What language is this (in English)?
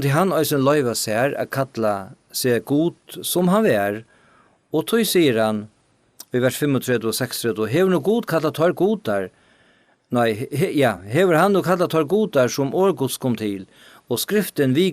Faroese